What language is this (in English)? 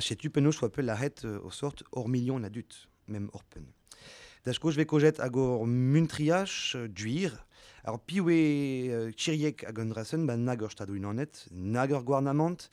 Breton